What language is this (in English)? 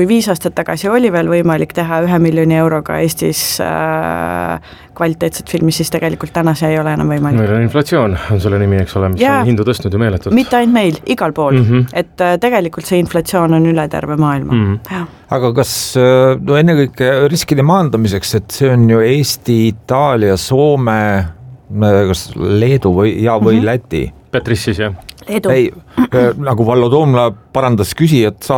Estonian